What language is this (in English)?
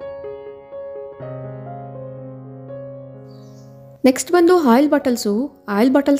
Kannada